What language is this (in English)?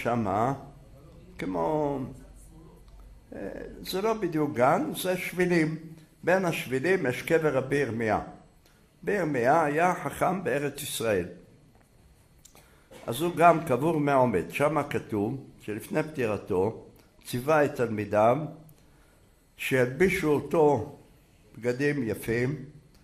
Hebrew